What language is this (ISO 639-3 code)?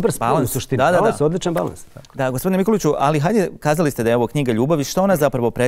bos